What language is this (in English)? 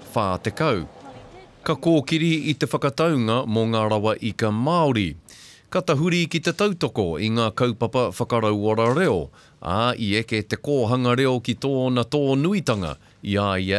Māori